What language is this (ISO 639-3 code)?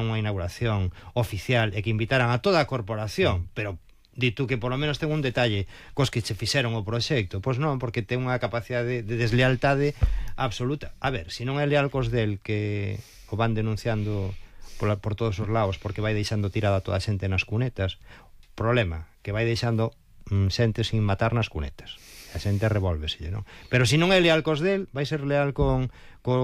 glg